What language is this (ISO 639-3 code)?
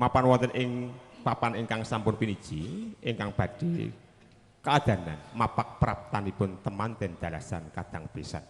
jav